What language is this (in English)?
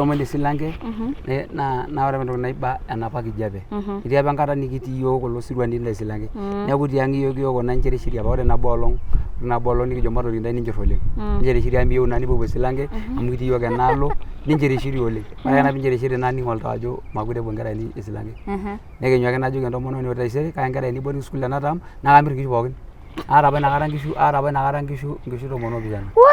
Masai